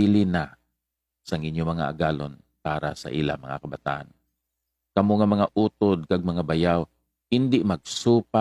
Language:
Hiligaynon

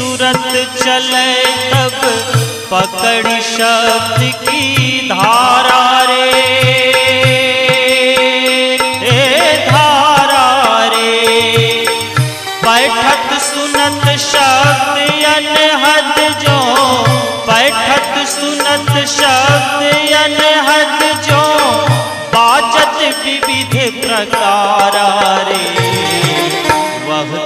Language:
Hindi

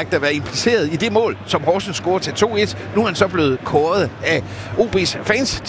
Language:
Danish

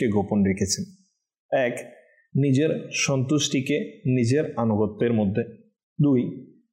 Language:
Bangla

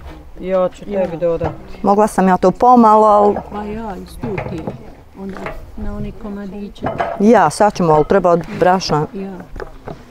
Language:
Bosnian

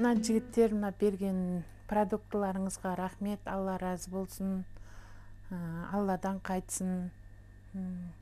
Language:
Kazakh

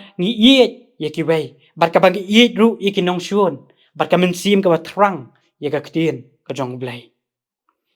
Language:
Khasi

